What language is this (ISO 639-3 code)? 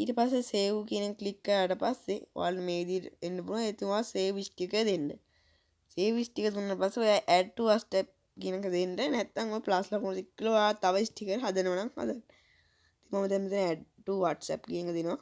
sin